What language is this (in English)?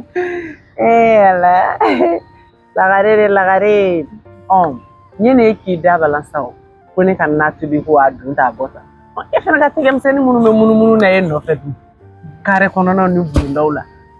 Bambara